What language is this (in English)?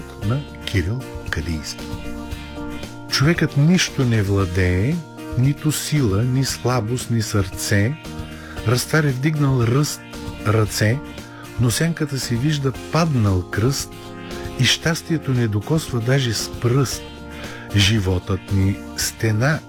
Bulgarian